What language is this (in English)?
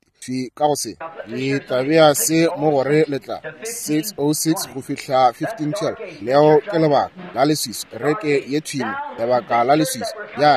Northern Sotho